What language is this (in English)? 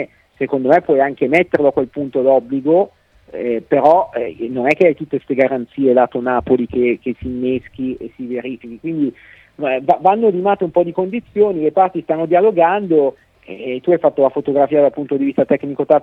Italian